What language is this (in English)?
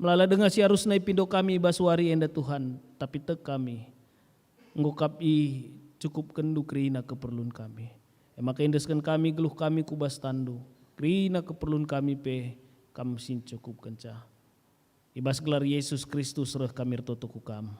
Batak Karo